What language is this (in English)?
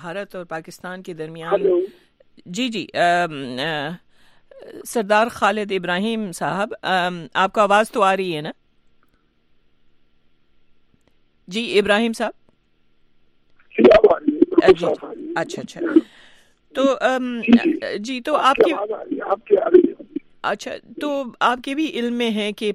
Urdu